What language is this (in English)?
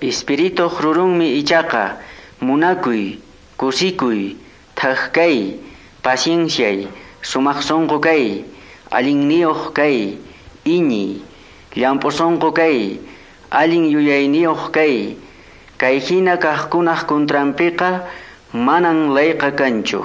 Quechua